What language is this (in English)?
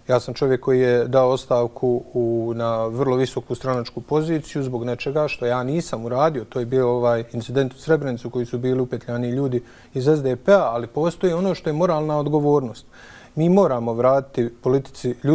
Bosnian